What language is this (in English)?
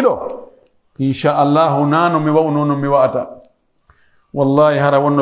Pular